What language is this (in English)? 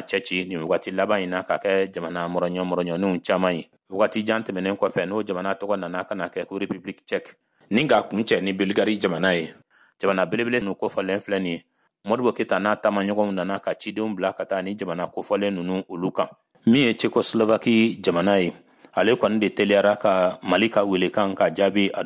Bambara